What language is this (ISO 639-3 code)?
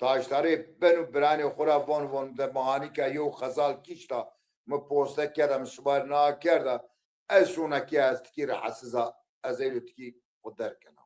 zza